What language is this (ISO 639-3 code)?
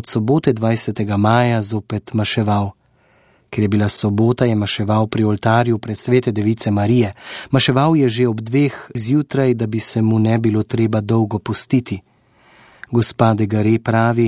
slv